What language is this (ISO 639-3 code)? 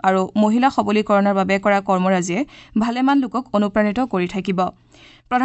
asm